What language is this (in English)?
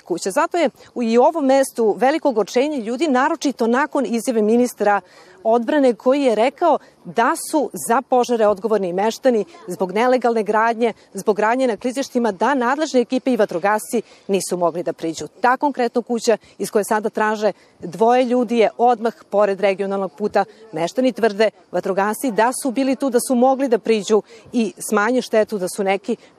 Serbian